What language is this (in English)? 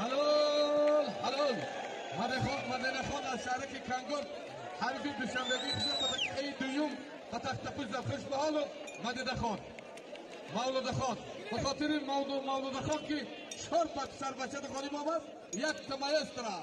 Tajik